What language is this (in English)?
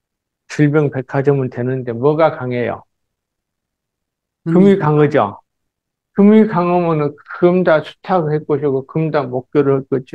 Korean